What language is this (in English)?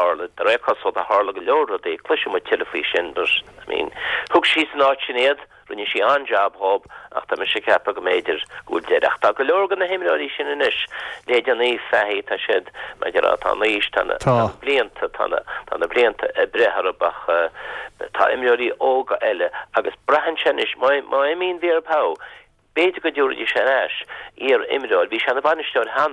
Irish